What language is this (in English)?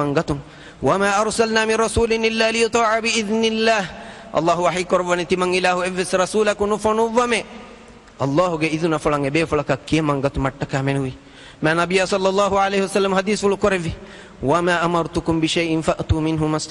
Divehi